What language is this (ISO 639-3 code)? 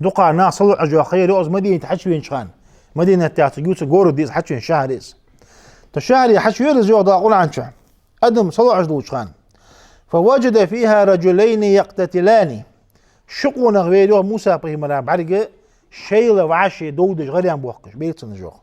inh